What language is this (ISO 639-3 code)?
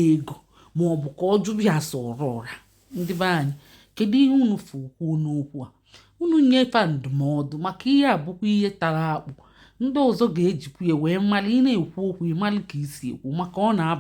ibo